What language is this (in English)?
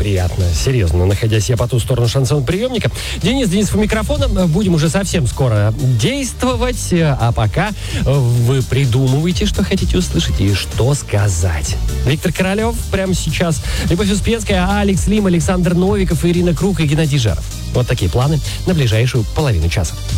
Russian